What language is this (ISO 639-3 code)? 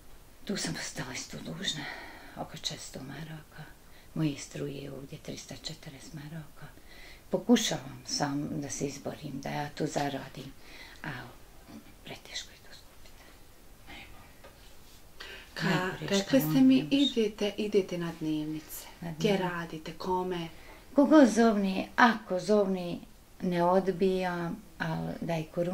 bos